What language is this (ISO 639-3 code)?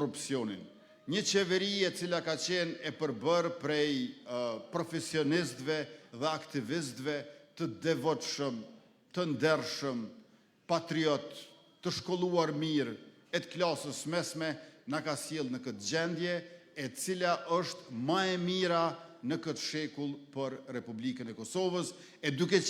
sqi